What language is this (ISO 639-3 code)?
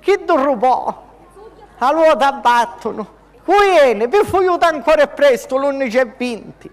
scn